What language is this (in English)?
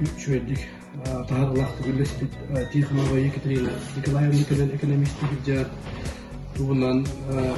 Yakut